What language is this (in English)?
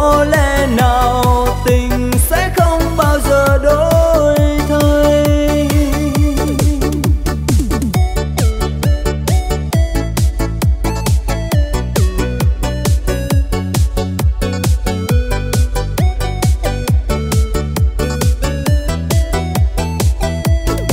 Vietnamese